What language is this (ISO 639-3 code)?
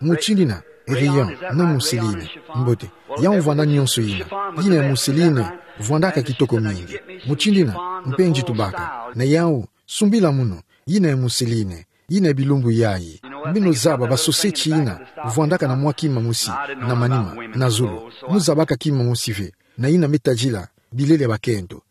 ktu